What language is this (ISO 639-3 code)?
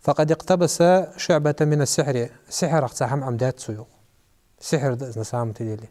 inh